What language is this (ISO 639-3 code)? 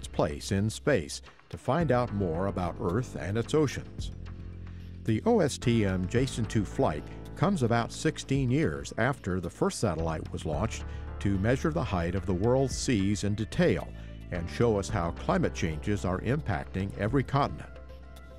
eng